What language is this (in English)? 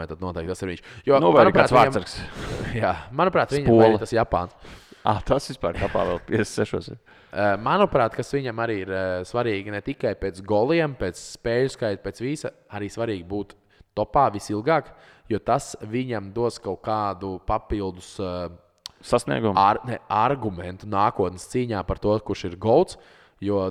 Latvian